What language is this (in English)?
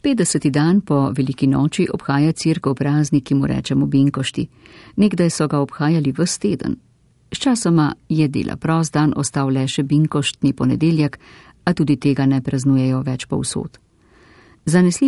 Slovenian